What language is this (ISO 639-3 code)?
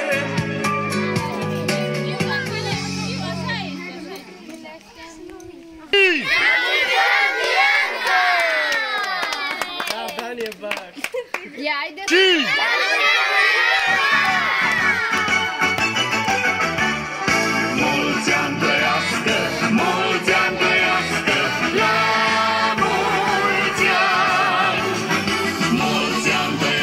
ron